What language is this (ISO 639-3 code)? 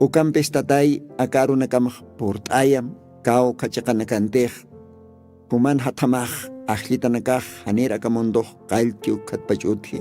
aym